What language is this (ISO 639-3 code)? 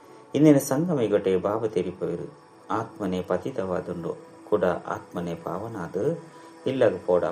tcy